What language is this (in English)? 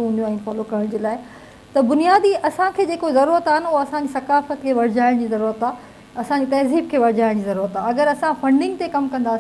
Sindhi